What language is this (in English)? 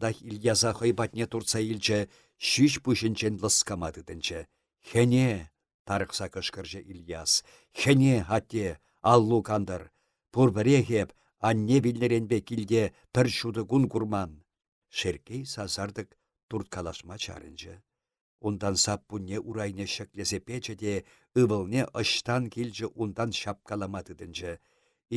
Chuvash